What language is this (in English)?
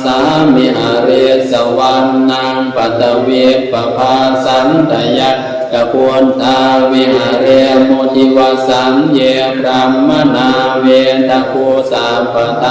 Pali